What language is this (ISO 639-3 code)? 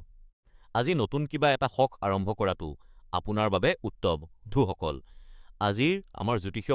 asm